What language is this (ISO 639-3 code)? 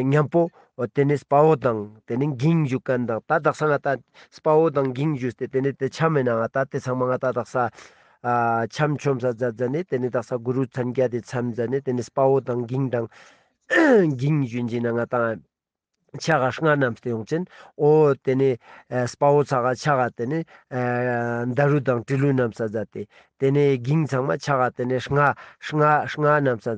lbj